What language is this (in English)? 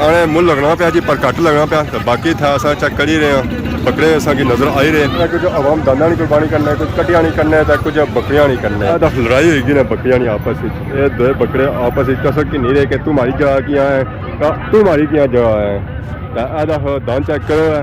Pahari-Potwari